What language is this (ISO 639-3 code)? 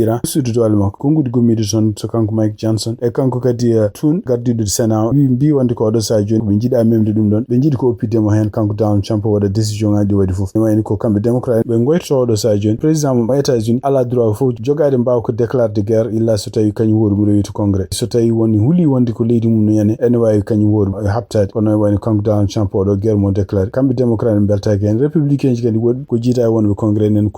ful